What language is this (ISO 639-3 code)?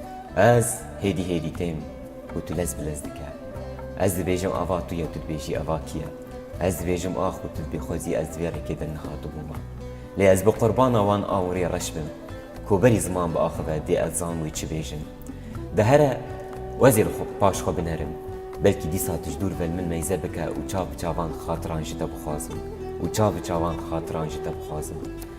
kur